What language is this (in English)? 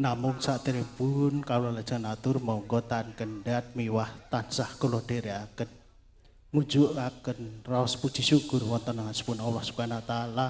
Javanese